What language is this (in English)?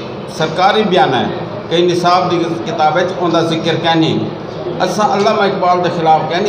Saraiki